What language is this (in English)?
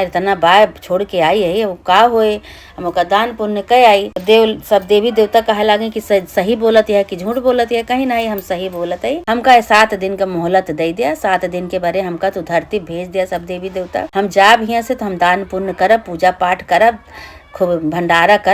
Awadhi